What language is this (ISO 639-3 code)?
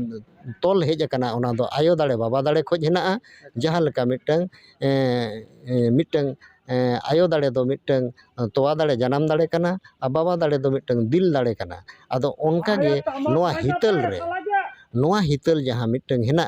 sat